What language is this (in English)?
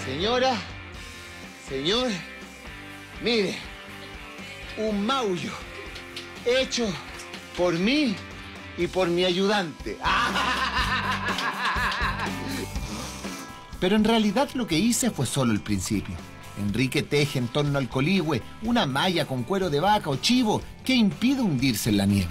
Spanish